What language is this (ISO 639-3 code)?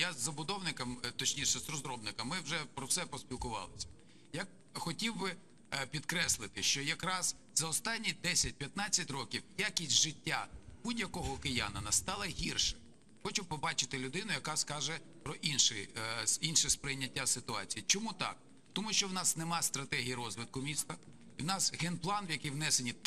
ukr